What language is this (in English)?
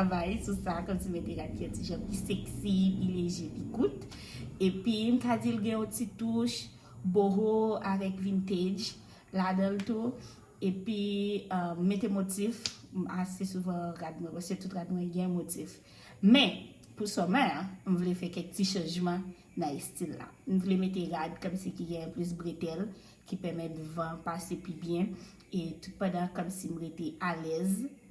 Haitian Creole